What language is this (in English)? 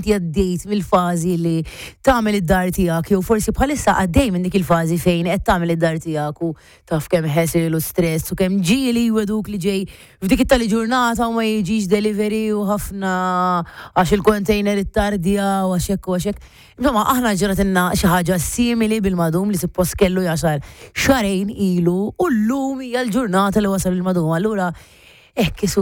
Maltese